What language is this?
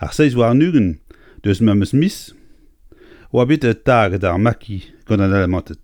Breton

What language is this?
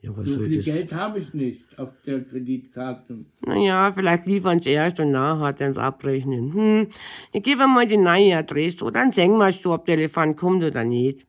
Bavarian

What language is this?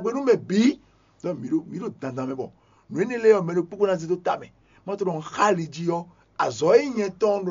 Fon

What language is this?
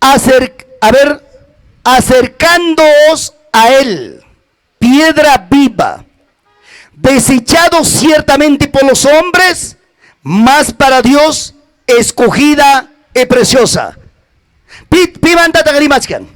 Ayacucho Quechua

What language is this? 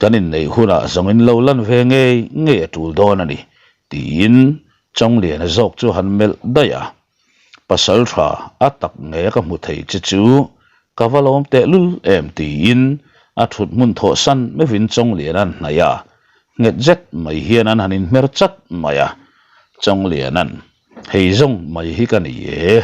Mizo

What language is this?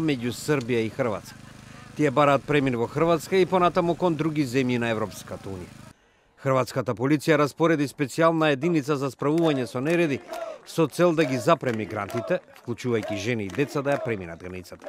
Macedonian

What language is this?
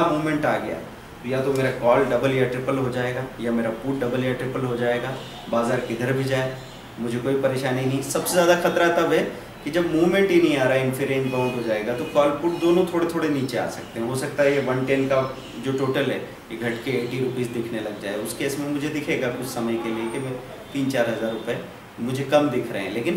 Hindi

